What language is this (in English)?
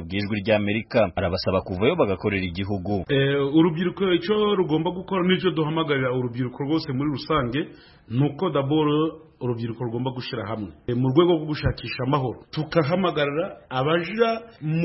Kinyarwanda